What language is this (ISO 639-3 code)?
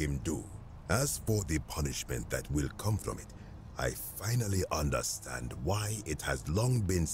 eng